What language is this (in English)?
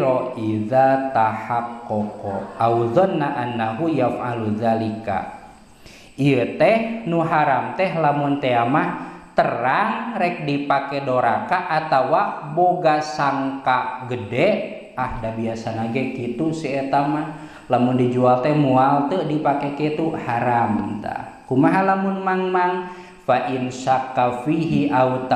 Sundanese